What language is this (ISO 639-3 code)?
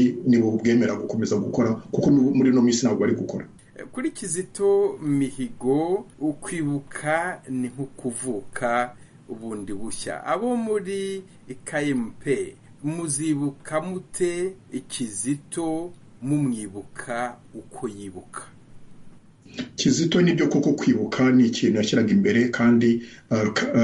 kin